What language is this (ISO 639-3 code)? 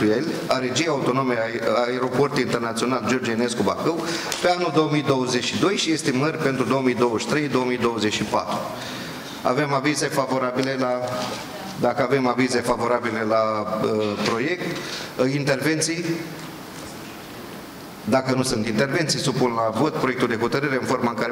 ron